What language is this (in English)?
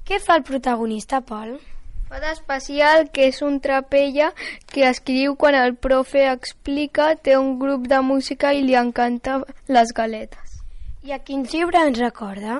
Catalan